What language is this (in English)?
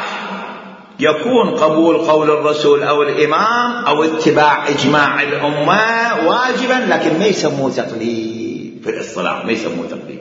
Mesopotamian Arabic